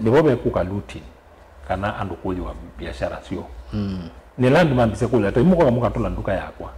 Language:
Kamba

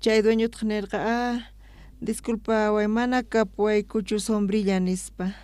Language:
South Bolivian Quechua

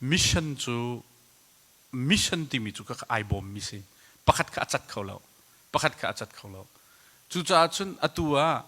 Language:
Hakha Chin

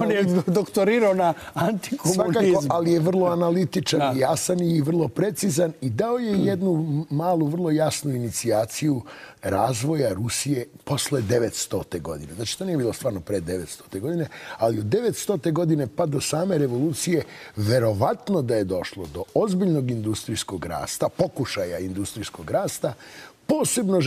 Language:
Serbian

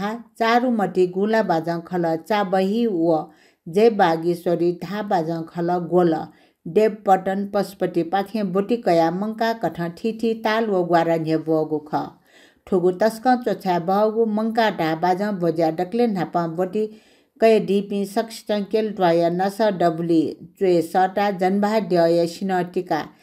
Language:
Newari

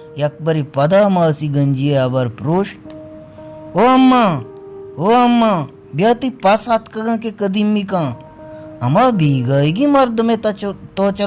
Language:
Baluchi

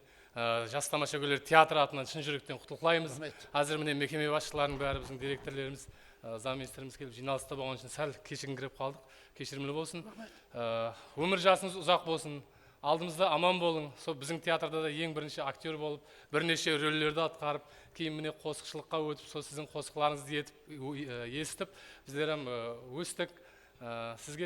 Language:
Kara-Kalpak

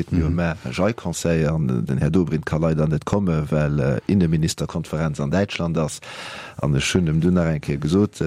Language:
Luxembourgish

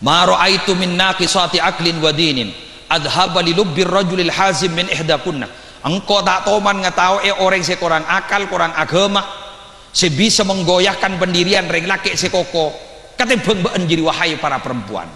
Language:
Madurese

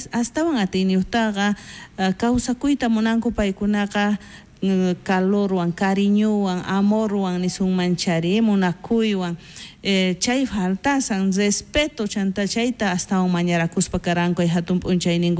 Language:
South Bolivian Quechua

